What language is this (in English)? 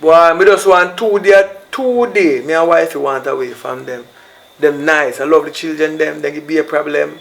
Jamaican Creole English